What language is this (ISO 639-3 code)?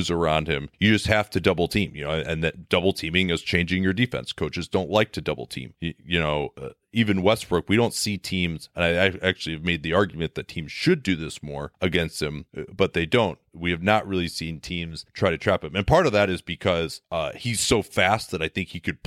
eng